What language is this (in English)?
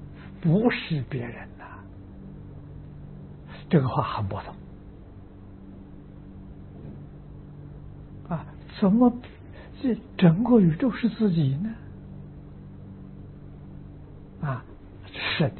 Chinese